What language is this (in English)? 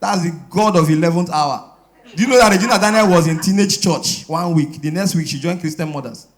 Nigerian Pidgin